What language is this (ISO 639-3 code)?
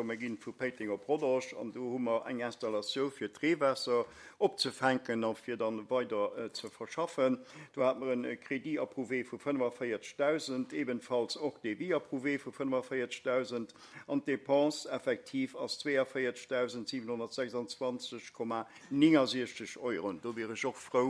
ltz